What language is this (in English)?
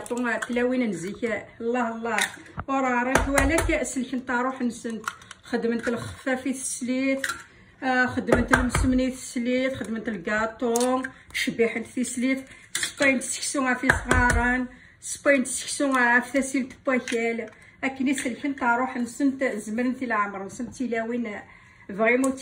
Kabyle